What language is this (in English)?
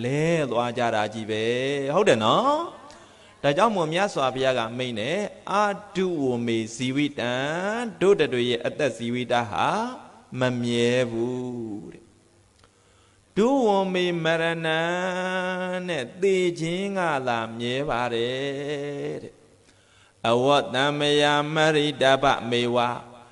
Burmese